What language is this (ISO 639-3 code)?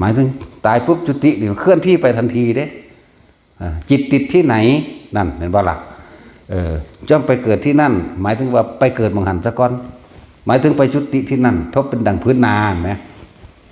tts